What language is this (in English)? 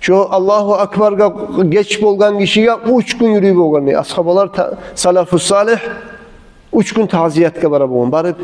Kumyk